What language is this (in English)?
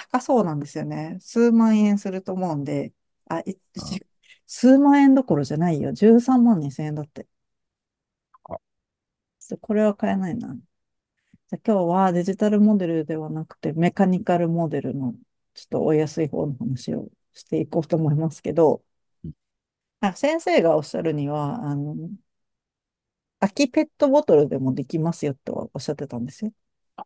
Japanese